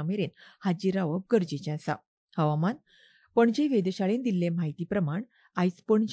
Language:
Konkani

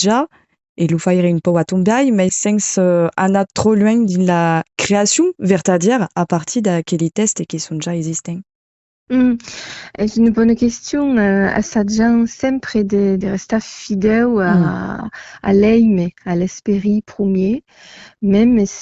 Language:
Occitan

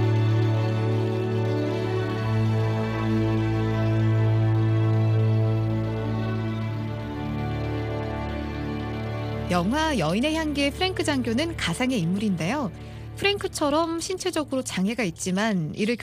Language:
Korean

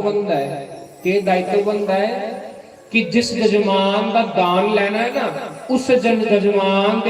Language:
Dogri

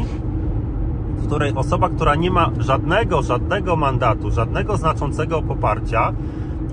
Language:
Polish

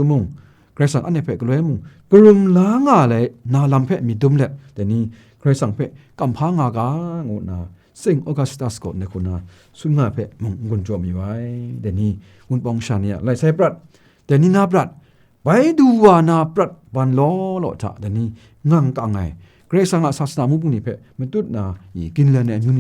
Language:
Kachin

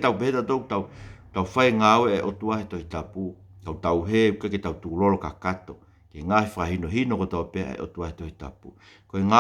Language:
Tongan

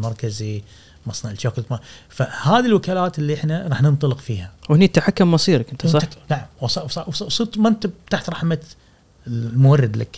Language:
Gulf Arabic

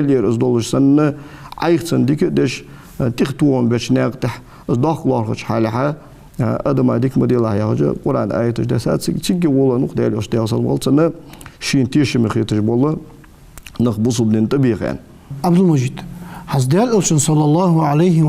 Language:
Ingush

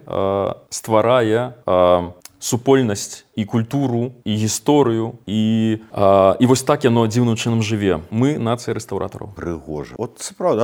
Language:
Belarusian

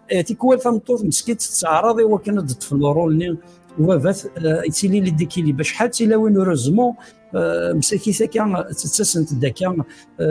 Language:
Kabyle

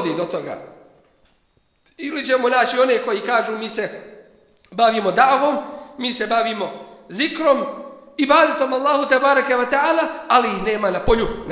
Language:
Bosnian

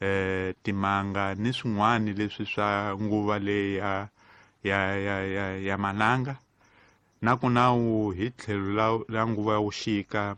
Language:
Tsonga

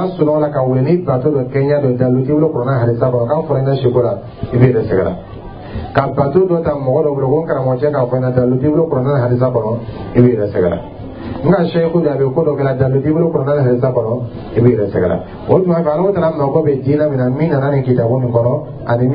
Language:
Dyula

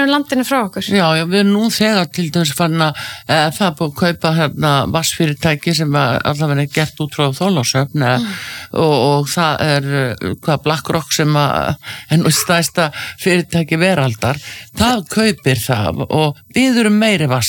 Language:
Icelandic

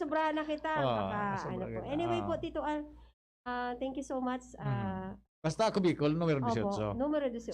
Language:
Bikol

